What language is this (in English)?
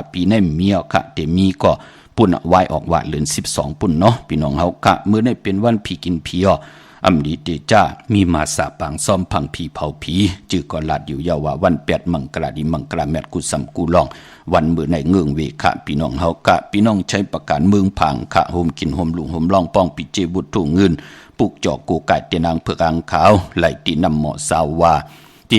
Shan